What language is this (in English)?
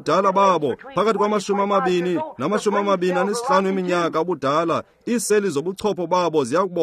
Xhosa